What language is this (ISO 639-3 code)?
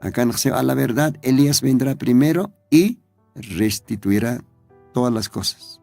aym